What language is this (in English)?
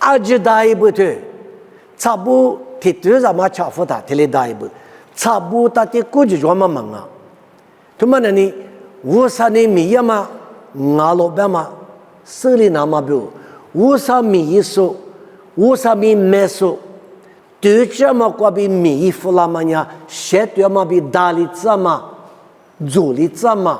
Lisu